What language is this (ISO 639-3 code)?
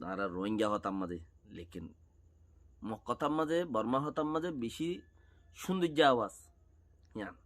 rhg